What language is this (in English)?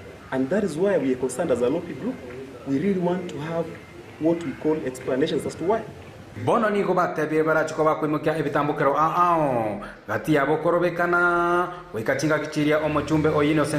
Gusii